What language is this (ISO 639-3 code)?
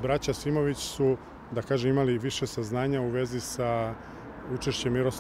srp